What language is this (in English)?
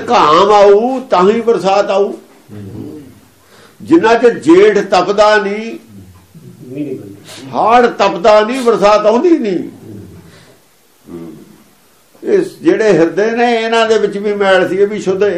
Punjabi